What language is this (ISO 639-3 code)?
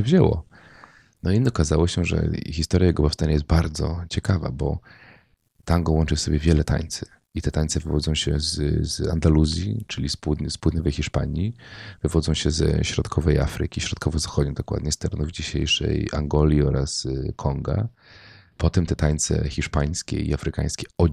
pol